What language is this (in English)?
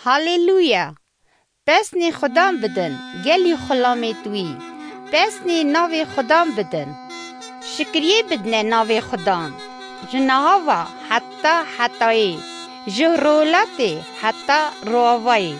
Kurdish